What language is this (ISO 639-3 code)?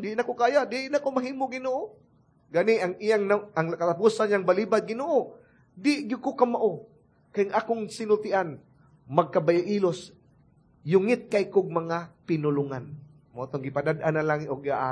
ceb